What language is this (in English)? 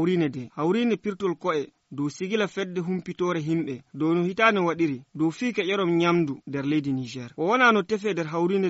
Fula